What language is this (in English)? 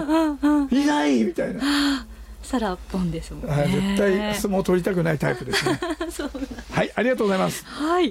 Japanese